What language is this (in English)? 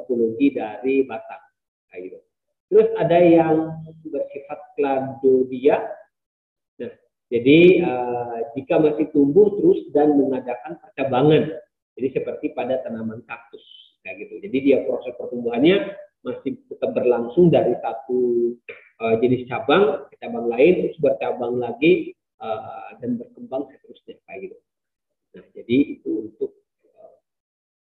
Indonesian